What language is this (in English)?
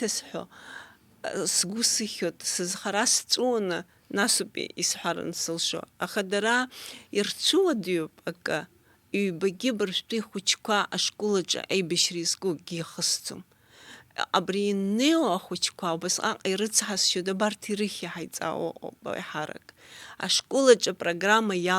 Abkhazian